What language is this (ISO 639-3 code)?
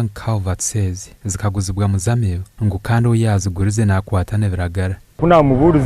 nyn